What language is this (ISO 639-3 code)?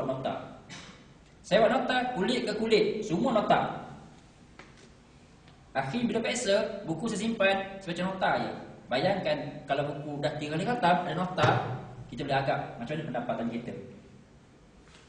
msa